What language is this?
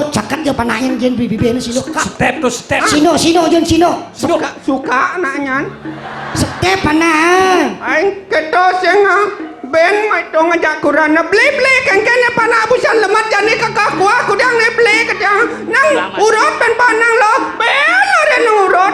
Balinese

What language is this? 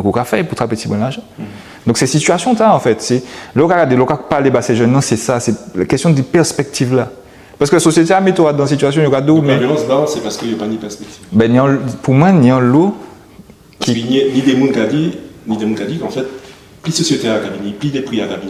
Guadeloupean Creole French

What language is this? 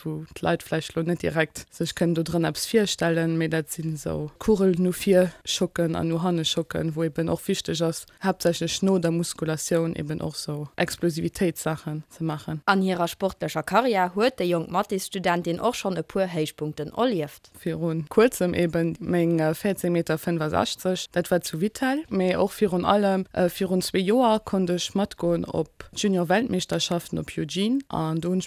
Luxembourgish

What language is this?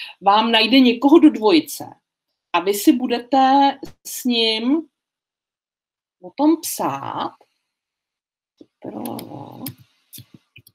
Czech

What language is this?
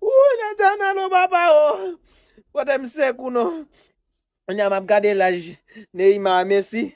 Haitian Creole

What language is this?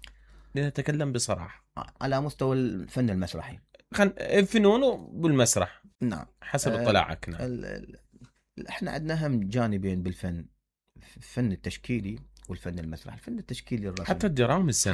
Mesopotamian Arabic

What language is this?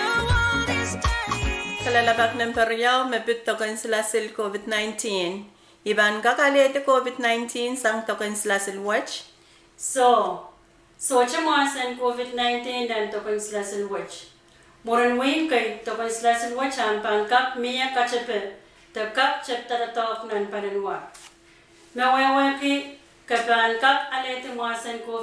Pohnpeian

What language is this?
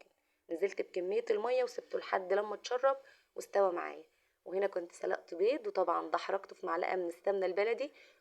Egyptian Arabic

